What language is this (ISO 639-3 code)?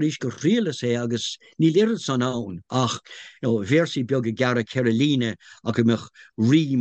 gle